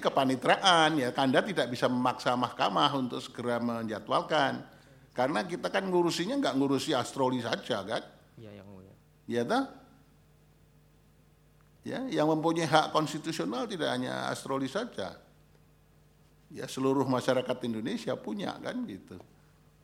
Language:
Indonesian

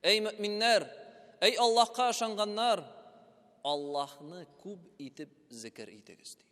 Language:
Tatar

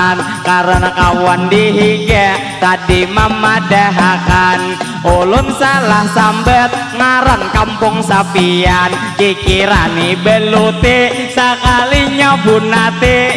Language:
Banjar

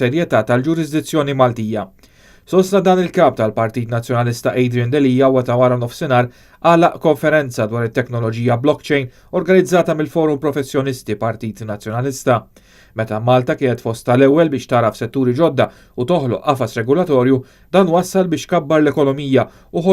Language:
Maltese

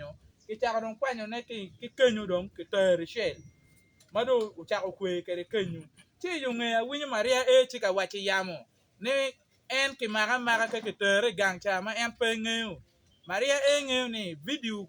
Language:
Acoli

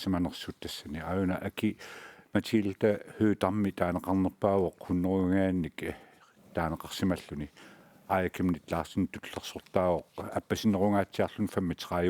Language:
Kalaallisut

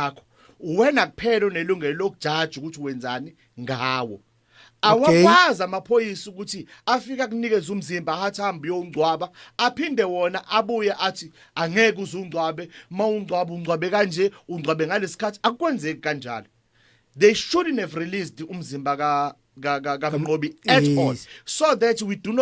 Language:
Zulu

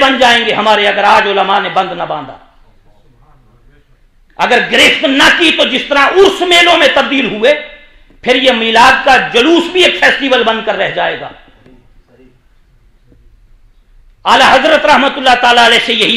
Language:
Urdu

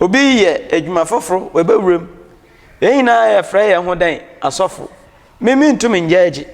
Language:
Akan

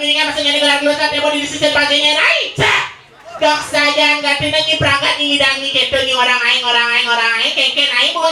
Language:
Balinese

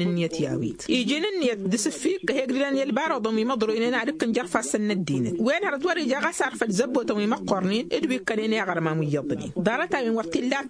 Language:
Tamasheq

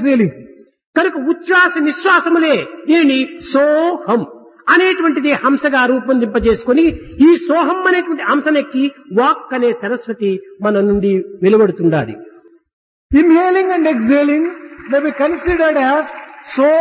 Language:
Telugu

